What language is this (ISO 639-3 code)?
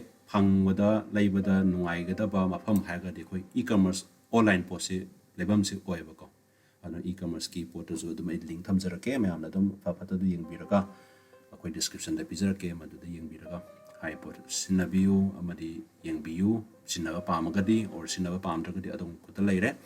mni